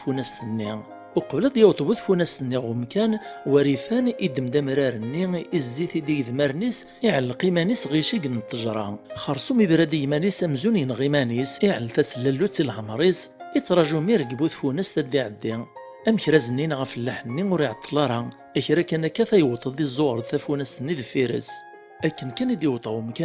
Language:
Kabyle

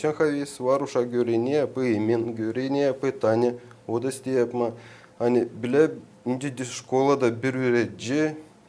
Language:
Gagauz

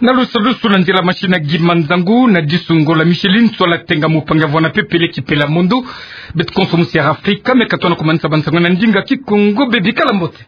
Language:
Kituba (Democratic Republic of Congo)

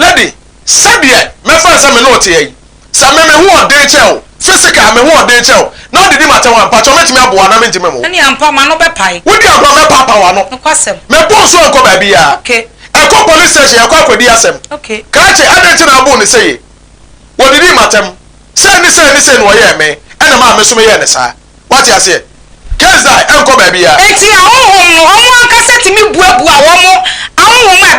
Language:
Akan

